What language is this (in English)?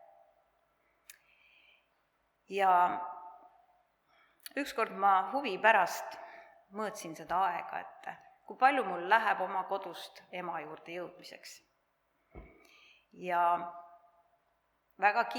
Estonian